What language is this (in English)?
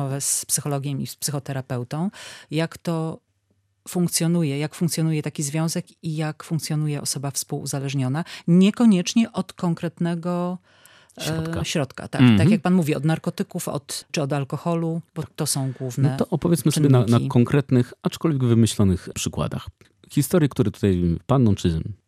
Polish